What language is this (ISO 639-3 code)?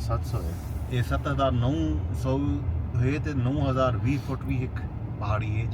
skr